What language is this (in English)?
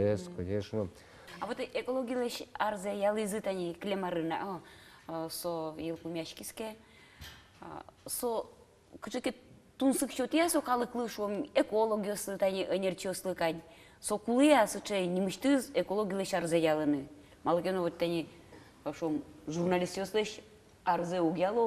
Udmurt